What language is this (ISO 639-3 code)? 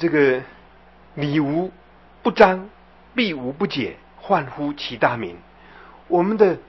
zho